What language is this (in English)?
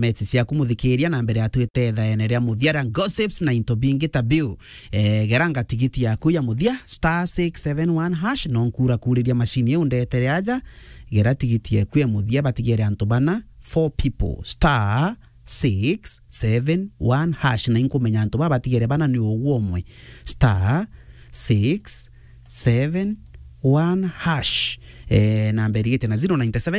Meru